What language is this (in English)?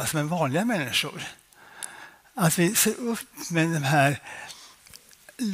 Swedish